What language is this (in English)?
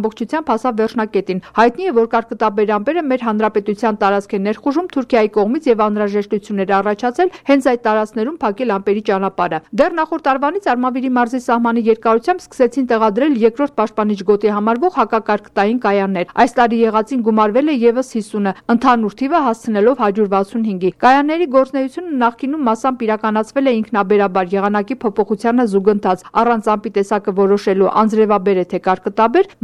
Armenian